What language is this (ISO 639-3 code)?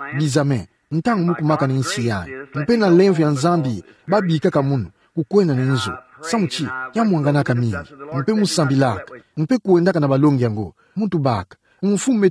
ktu